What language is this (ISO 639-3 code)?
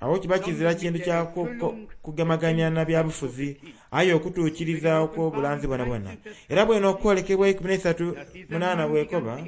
xog